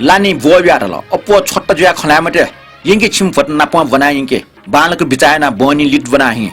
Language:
Newari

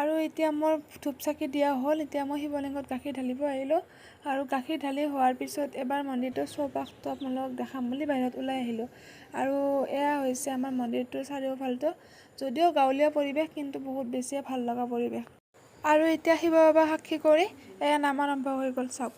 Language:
Assamese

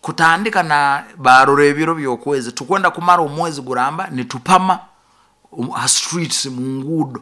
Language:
Nyoro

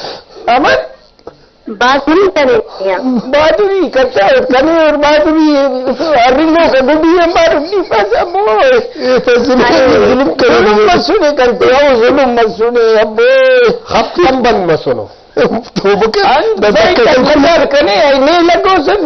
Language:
Brahui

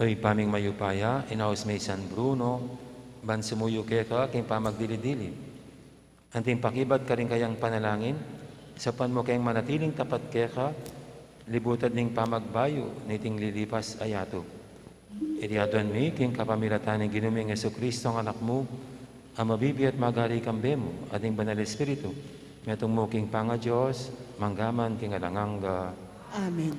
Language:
Pampanga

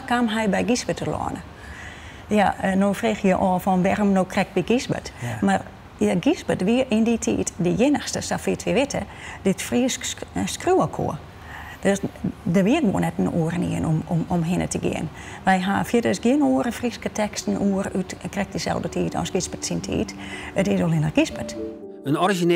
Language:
Western Frisian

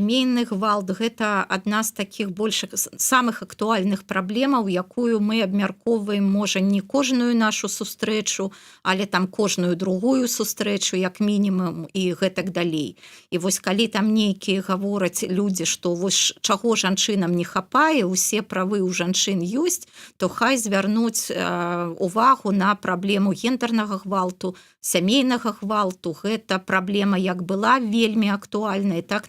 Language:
Belarusian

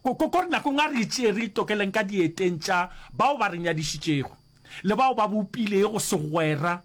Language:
Northern Sotho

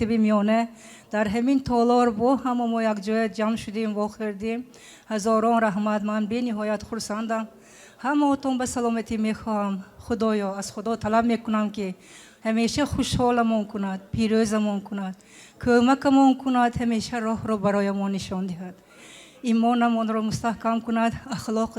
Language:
Tajik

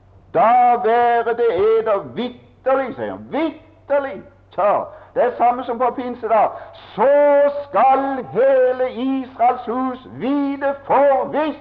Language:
Norwegian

